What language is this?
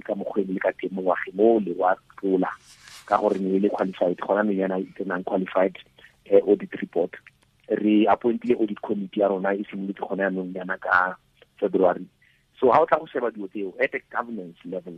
Tswana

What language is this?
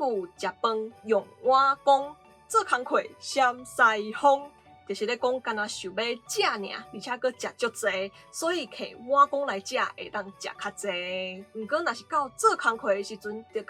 Min Nan Chinese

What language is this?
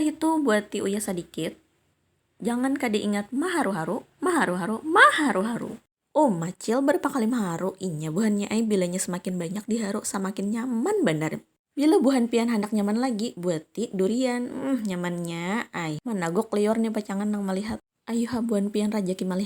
Banjar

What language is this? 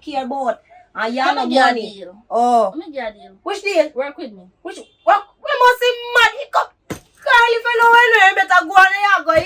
Jamaican Creole English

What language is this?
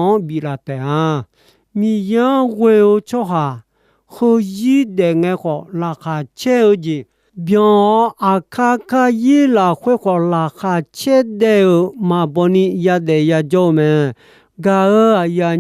Akha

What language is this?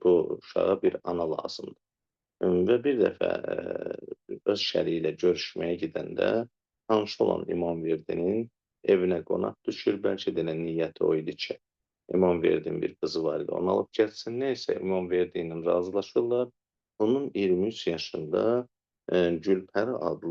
Azerbaijani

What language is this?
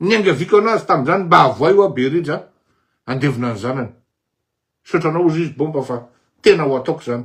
Malagasy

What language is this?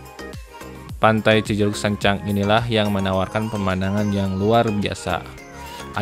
Indonesian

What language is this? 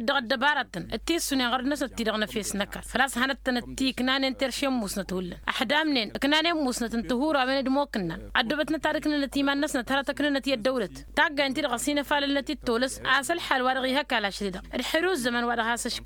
Tamasheq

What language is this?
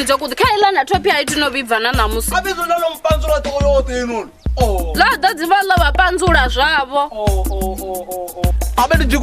Venda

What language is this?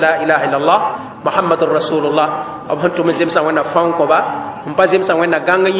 Mossi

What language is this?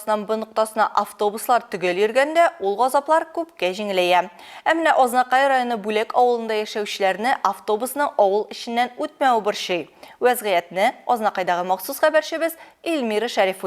Tatar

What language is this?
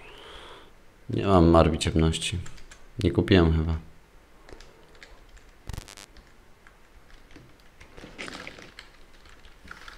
Polish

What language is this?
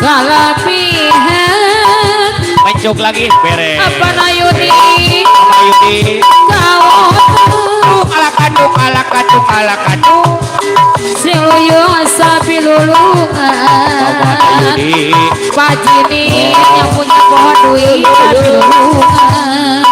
Betawi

